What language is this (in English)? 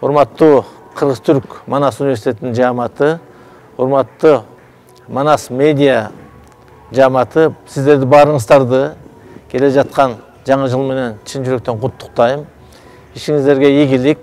Kyrgyz